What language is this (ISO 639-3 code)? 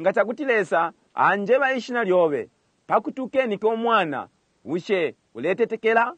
bem